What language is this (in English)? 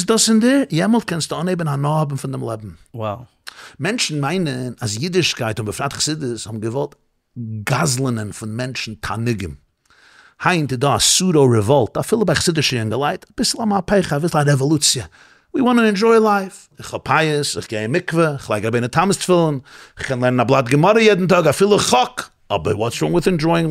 Yiddish